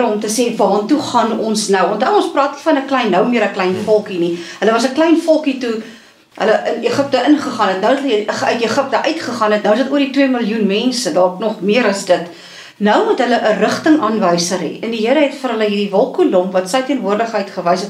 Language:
Afrikaans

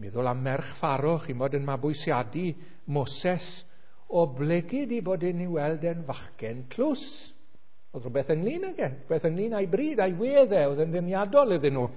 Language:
Welsh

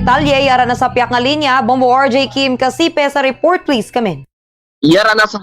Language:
Hiligaynon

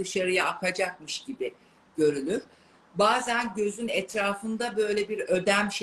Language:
Turkish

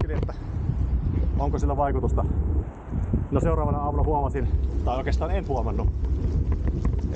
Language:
Finnish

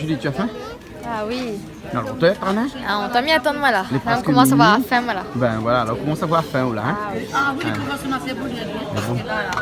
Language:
Réunion Creole French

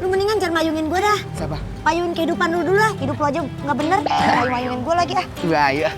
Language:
Betawi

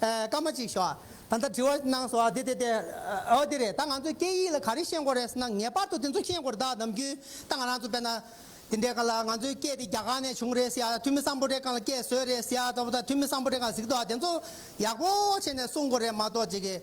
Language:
Tibetan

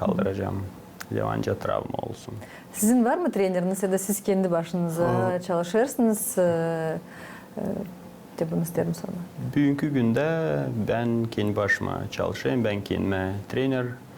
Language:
Gagauz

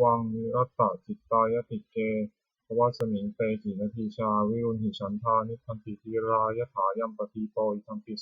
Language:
Pali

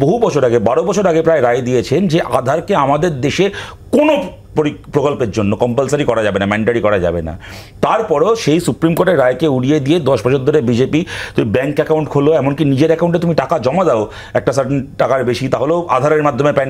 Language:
Bangla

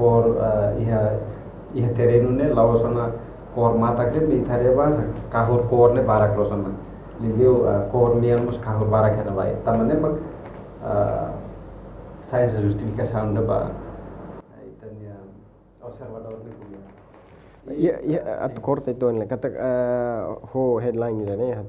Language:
Tetum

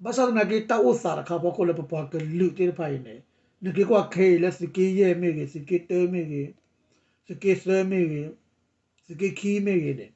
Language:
S'gaw Karen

